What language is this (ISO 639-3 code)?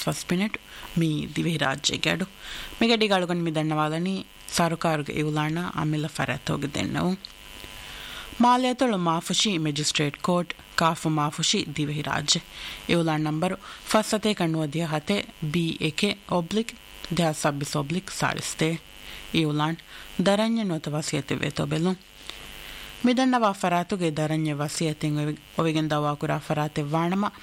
div